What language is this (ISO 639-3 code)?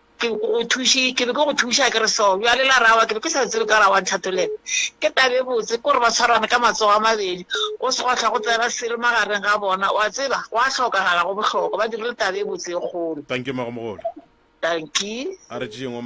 nso